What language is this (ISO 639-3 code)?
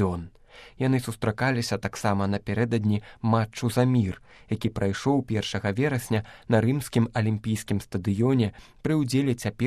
bel